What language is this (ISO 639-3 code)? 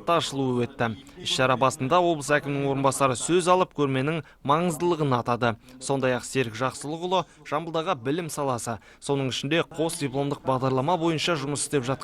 kaz